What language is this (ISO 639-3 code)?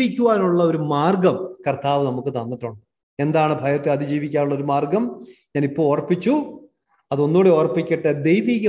mal